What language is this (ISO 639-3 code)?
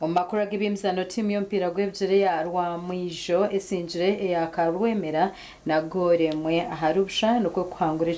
nyn